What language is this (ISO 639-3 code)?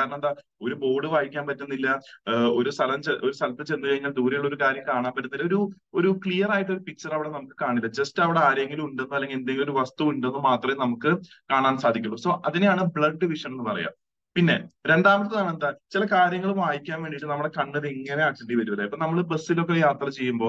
mal